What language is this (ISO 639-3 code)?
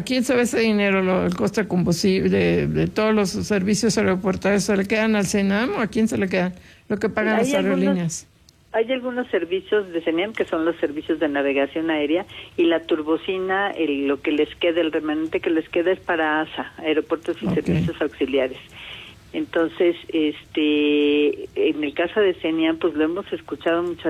spa